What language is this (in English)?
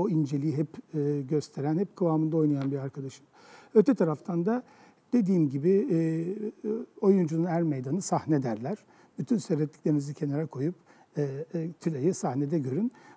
Turkish